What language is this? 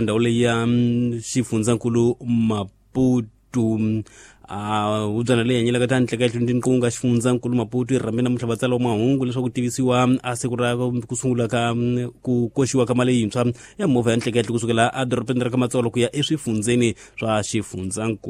Tsonga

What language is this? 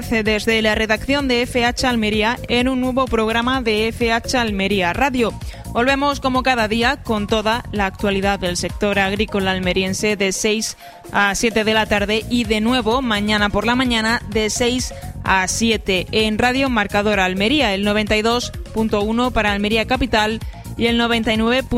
Spanish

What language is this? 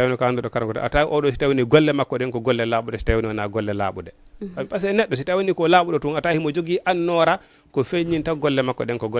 Fula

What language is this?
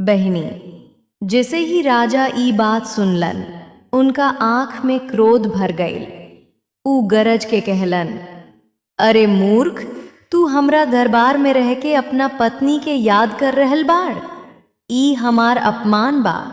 Bhojpuri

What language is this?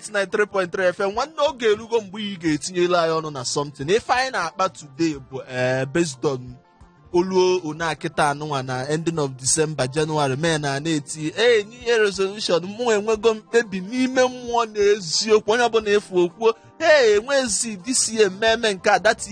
Igbo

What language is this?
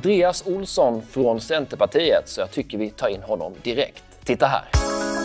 Swedish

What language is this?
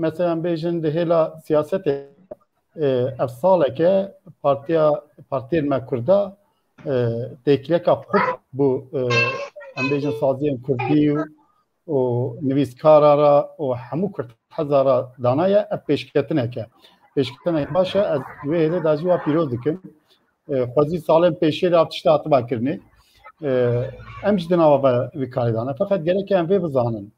Kurdish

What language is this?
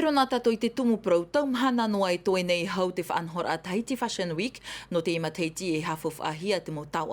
Tahitian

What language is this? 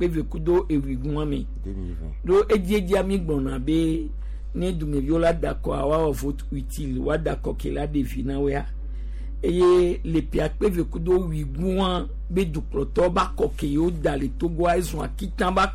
Gen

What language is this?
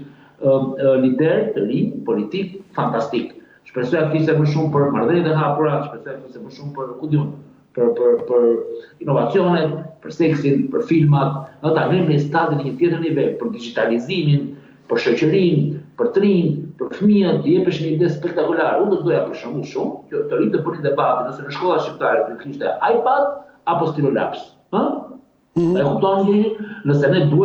Albanian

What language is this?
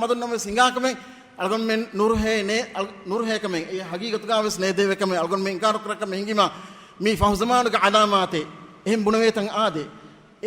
Divehi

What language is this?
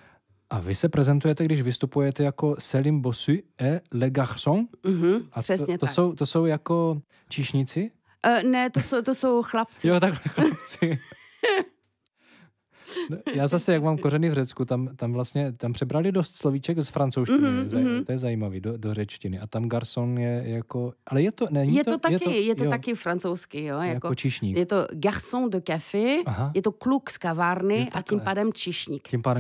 Czech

